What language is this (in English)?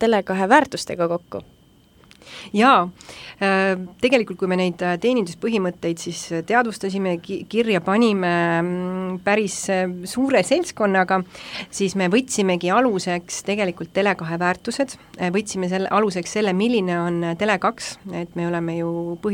Estonian